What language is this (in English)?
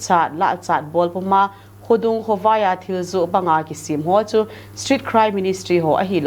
Thado Chin